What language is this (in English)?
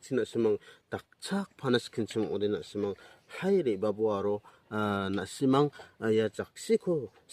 Garo